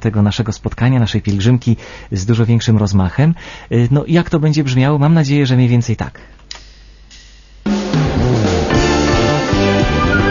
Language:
Polish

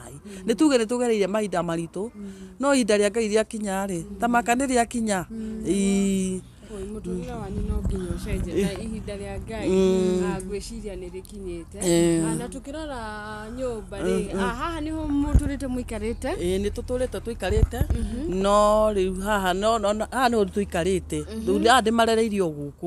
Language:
Kikuyu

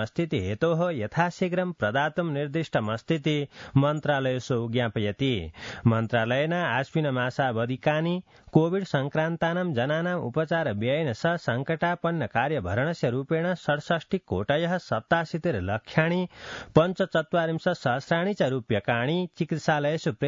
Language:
Sanskrit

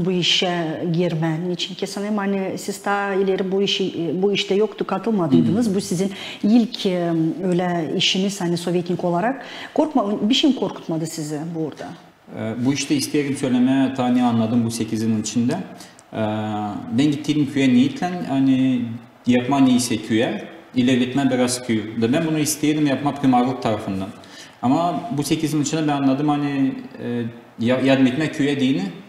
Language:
Gagauz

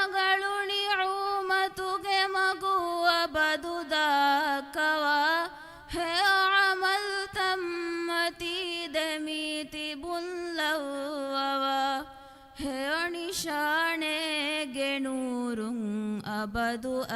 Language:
Divehi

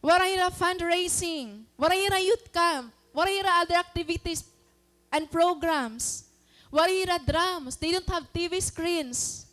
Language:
Waray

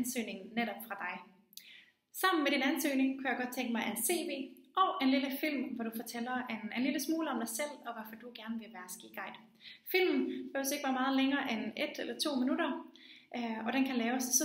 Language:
Danish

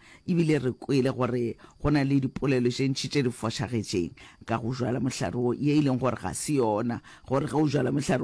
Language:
Northern Sotho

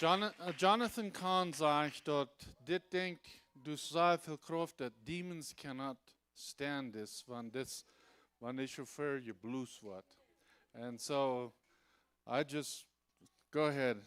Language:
Plautdietsch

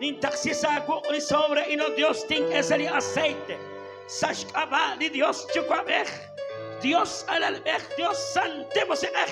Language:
Kekchí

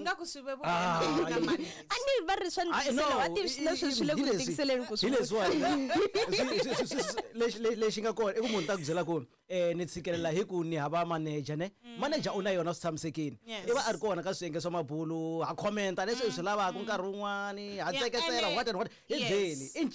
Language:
Tsonga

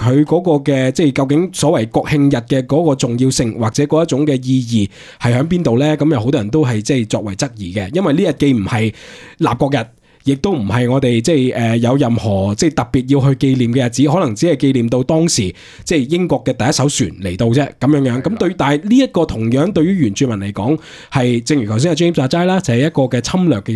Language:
Cantonese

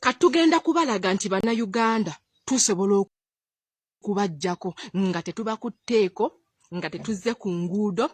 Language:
Ganda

